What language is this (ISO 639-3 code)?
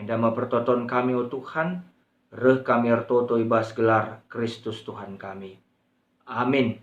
btx